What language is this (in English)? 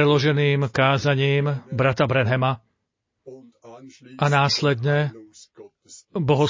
Slovak